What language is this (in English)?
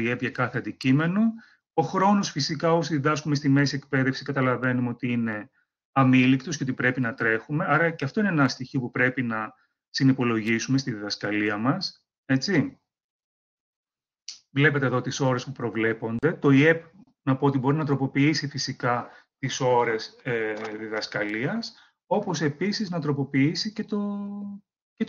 Greek